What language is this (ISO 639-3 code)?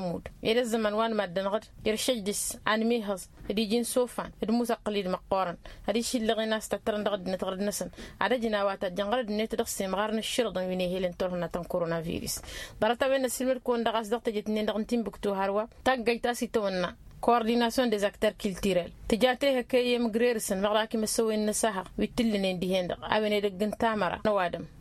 taq